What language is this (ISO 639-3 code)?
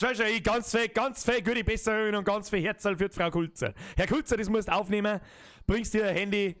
bar